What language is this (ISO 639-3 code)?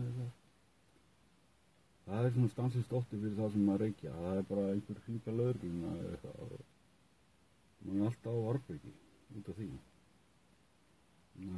isl